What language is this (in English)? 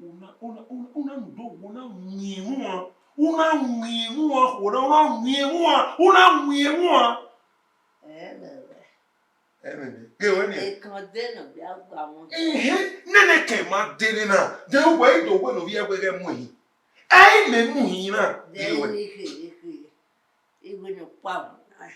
Bini